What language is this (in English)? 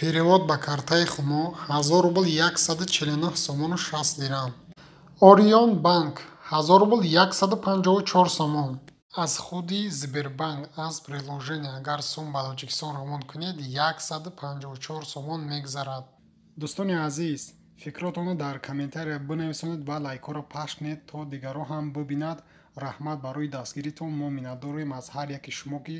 Tajik